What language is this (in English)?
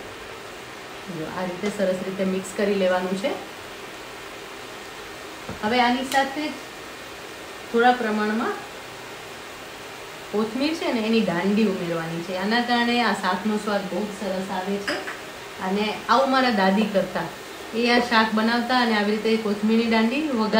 Gujarati